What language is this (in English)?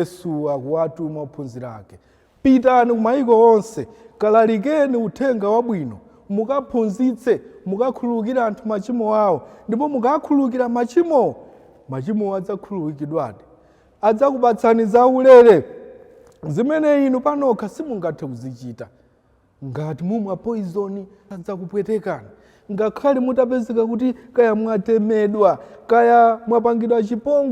Nyanja